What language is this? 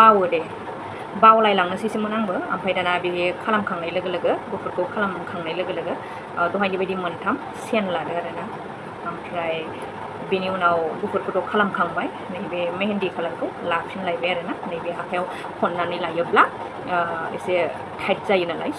Bodo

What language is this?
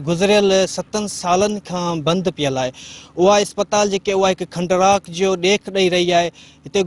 Sindhi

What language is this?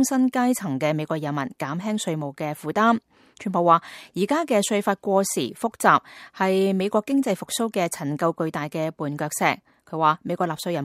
Cantonese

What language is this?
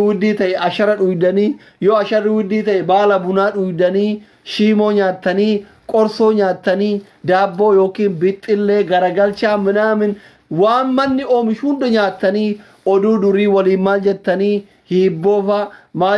Oromo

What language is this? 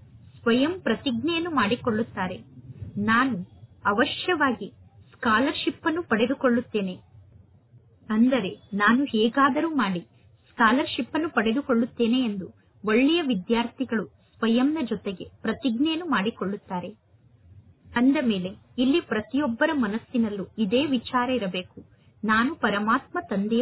Kannada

